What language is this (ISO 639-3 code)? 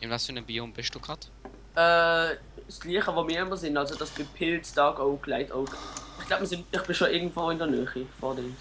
gsw